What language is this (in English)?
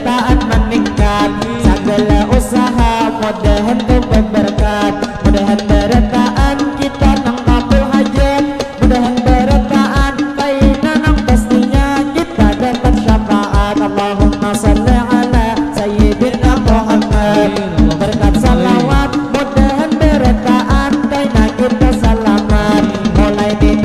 Banjar